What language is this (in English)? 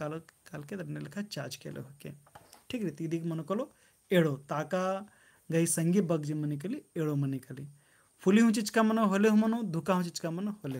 Kurukh